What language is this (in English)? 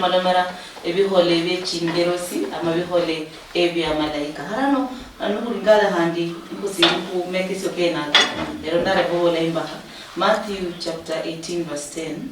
Luyia